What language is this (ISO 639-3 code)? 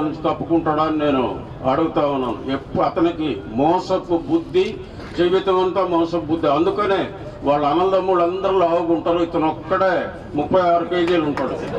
tel